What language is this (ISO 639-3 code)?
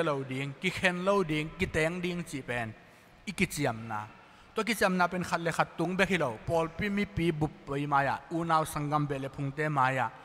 ctd